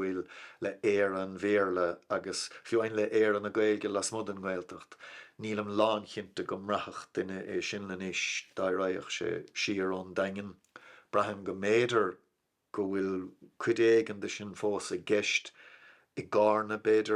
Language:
Irish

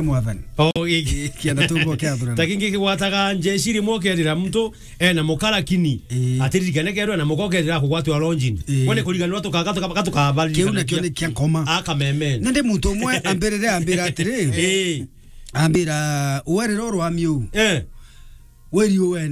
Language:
Meru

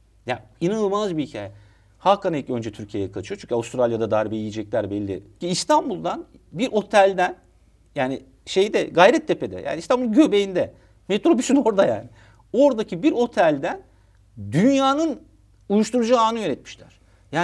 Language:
Turkish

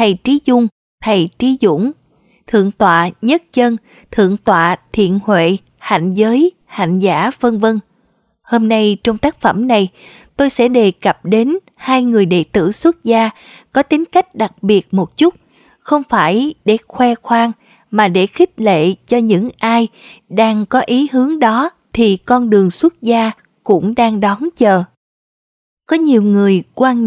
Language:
Vietnamese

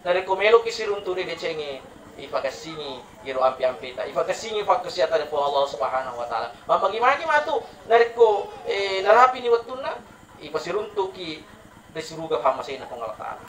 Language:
Buginese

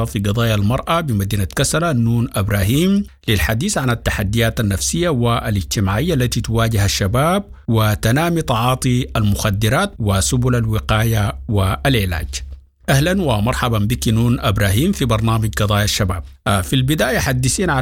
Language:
Sudanese Arabic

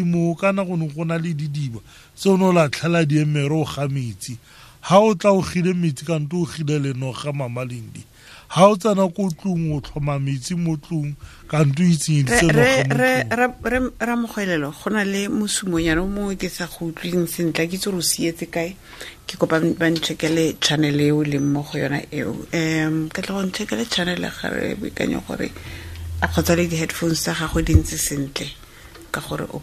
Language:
Tswana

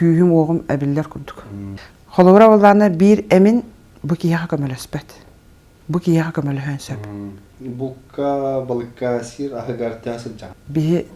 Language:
Yakut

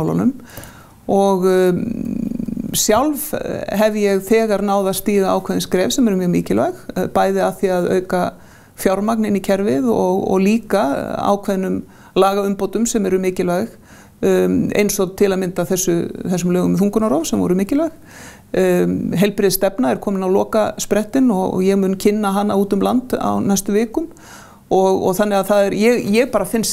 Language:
Icelandic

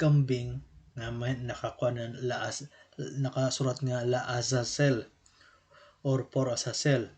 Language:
Waray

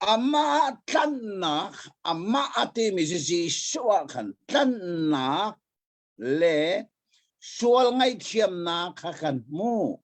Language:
Hakha Chin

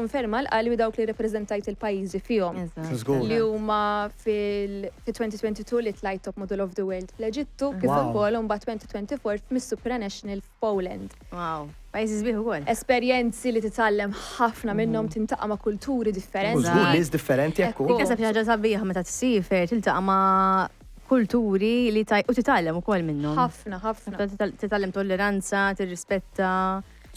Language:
Maltese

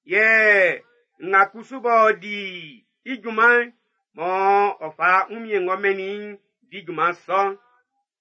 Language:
Baoulé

